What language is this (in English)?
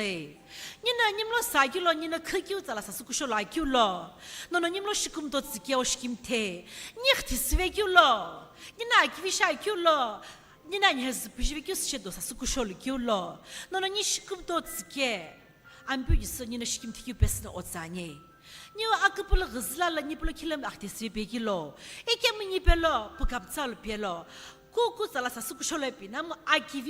Sumi Naga